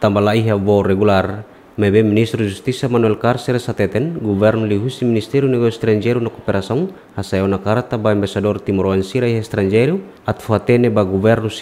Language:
Tetum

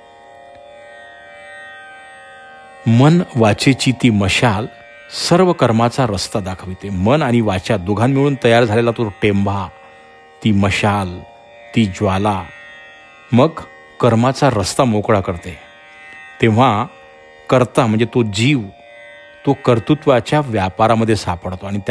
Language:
Marathi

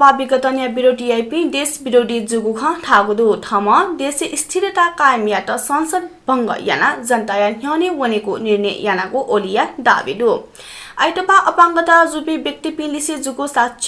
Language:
Newari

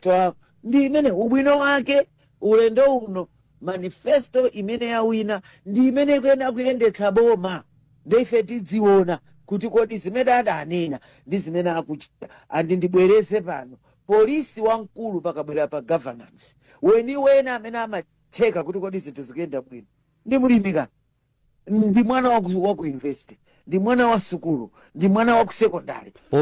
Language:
Nyanja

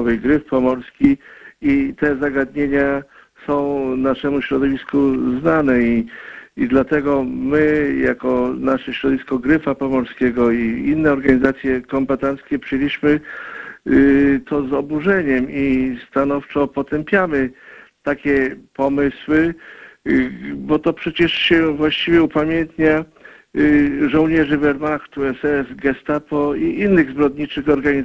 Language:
Polish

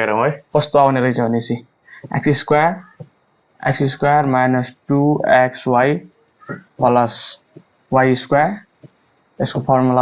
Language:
Nepali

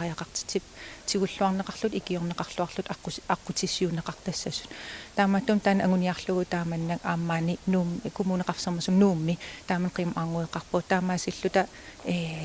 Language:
Kalaallisut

